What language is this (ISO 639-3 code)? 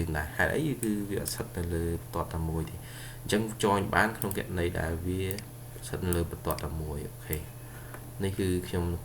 khm